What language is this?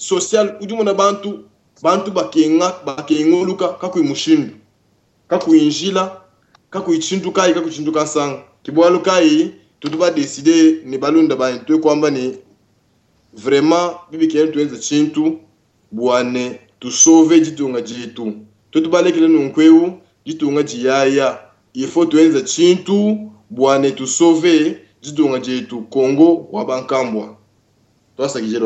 Luba-Lulua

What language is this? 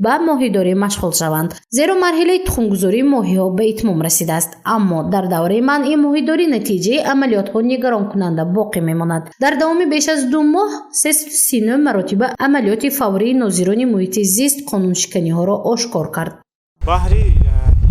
Tajik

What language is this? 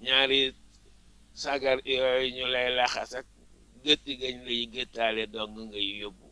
Wolof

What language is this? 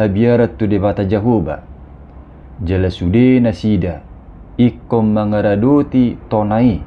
Batak Toba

